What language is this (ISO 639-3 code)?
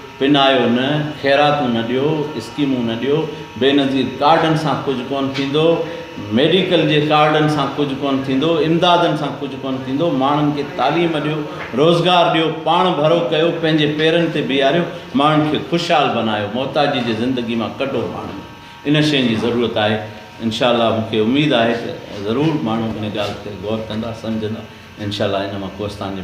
snd